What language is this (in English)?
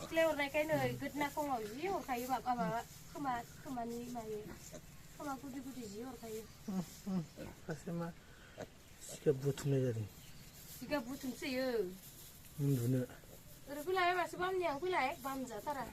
Bodo